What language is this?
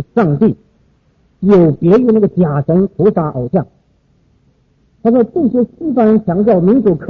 Chinese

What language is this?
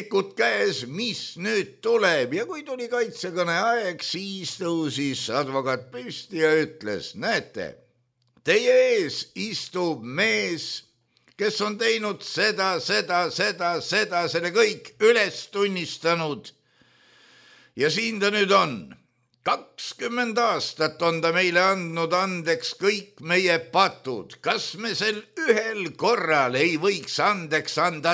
Estonian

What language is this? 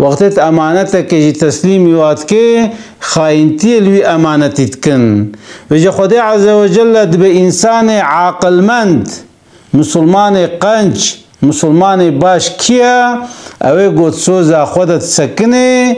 Kurdish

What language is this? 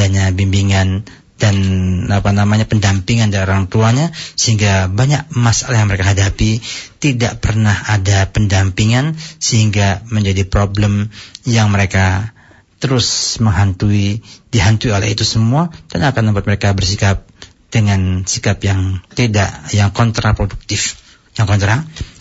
Indonesian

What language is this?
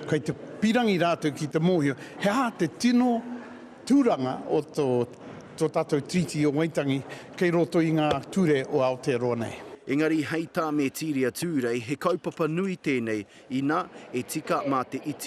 Māori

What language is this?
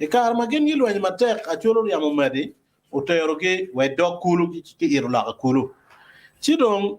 Acoli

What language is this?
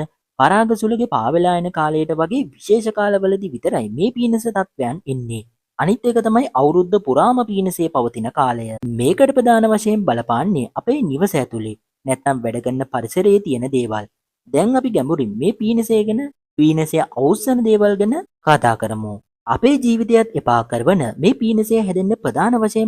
Sinhala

